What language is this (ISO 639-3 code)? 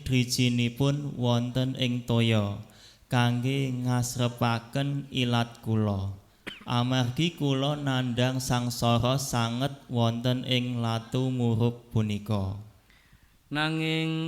jav